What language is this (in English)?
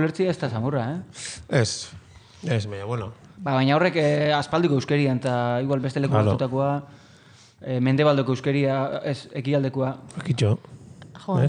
Basque